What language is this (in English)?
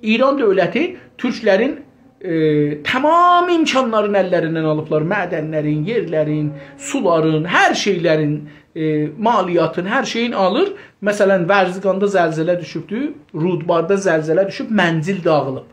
South Azerbaijani